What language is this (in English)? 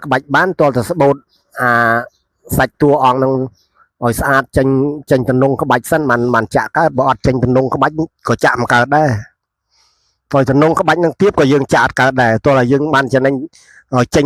Khmer